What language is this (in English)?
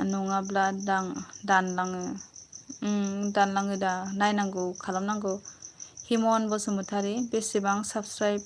Bodo